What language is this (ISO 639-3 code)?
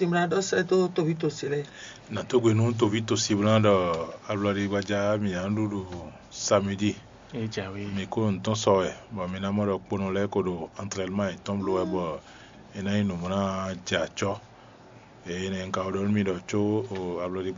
fon